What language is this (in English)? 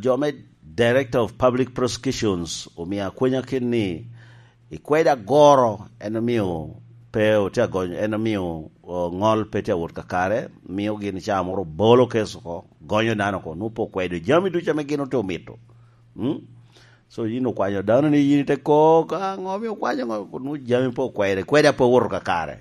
Lango (Uganda)